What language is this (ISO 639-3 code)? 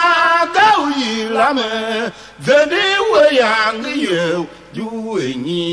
tiv